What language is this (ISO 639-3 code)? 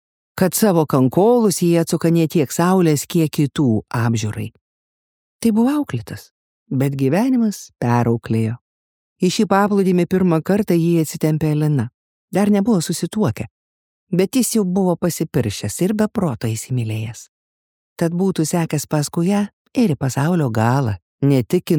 lit